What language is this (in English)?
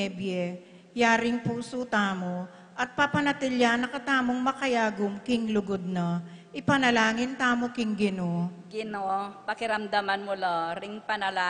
Pampanga